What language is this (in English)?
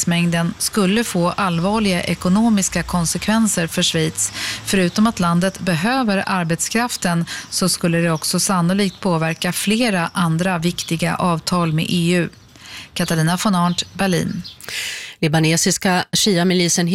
Swedish